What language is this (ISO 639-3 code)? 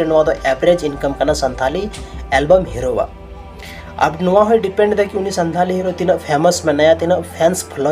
sat